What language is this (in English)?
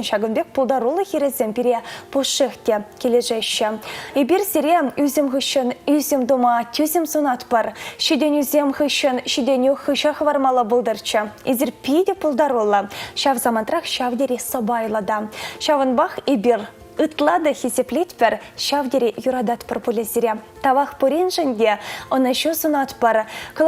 Chuvash